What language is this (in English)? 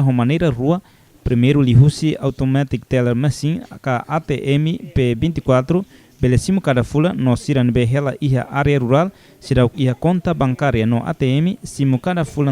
Tetum